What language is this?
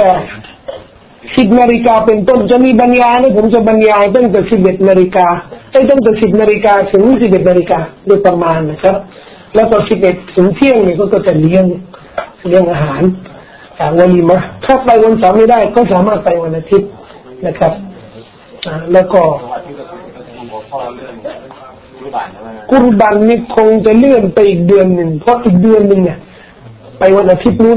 Thai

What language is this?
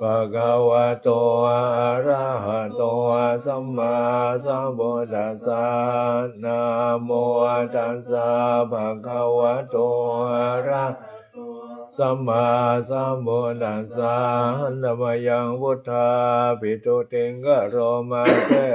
Pali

